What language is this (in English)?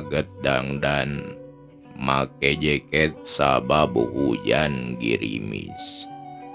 Sundanese